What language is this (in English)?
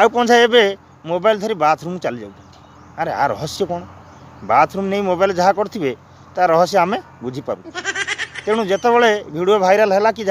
Odia